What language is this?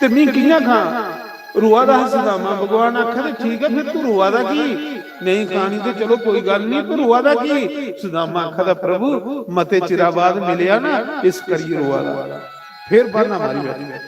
Dogri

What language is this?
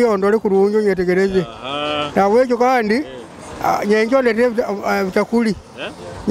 Nyoro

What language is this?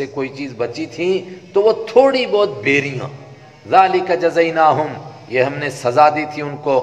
Urdu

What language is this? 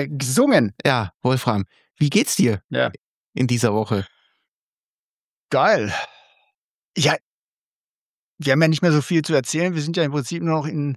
German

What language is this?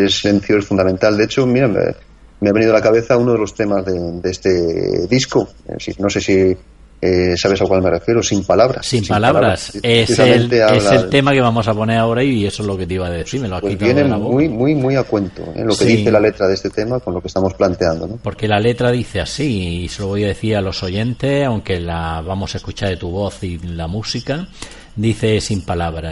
Spanish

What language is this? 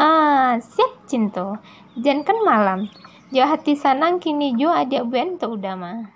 Minangkabau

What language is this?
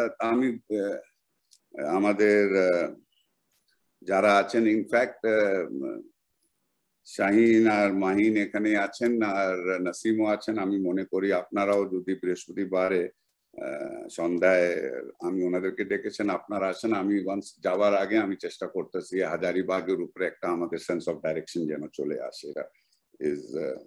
Bangla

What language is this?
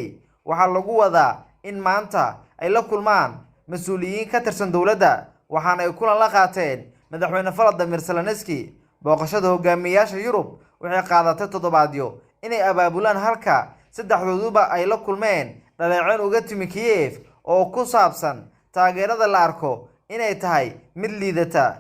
Somali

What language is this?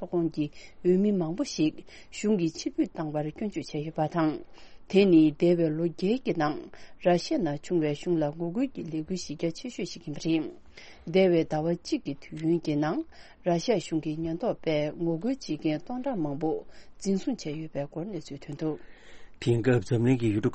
Tibetan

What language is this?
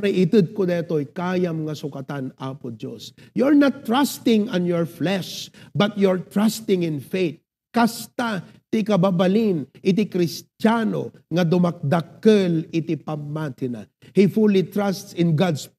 Iloko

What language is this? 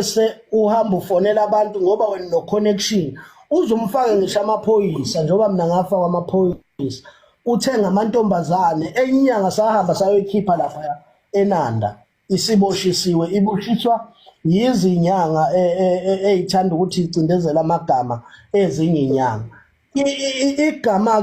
Zulu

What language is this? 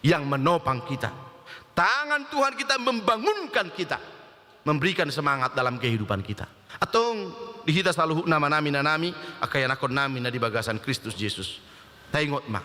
Batak Toba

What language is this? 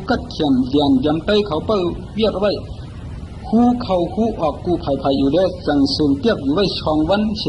Shan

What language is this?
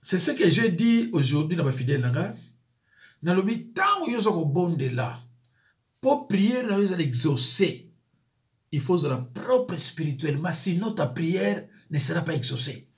Lingala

